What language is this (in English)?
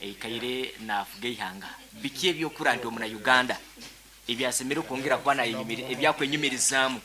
Nyankole